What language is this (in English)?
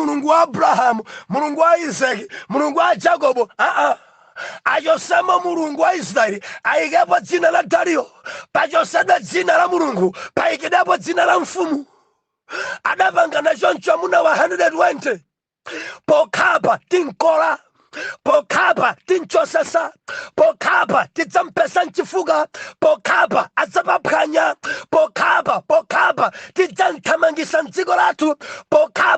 Nyanja